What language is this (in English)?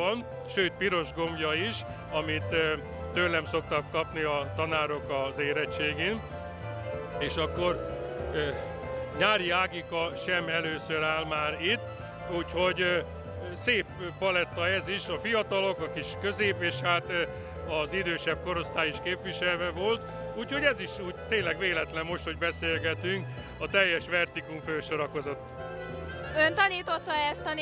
Hungarian